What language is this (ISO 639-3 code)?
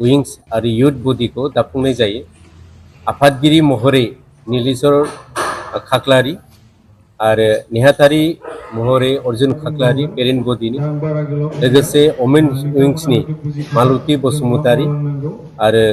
brx